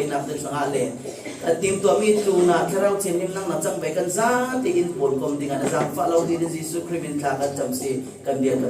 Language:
Falam Chin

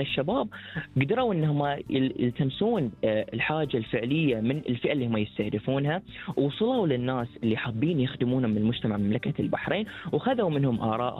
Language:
Gulf Arabic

